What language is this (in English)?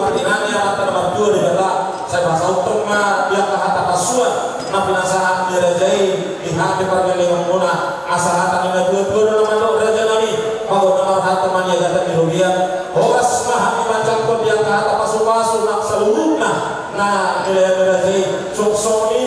Batak Toba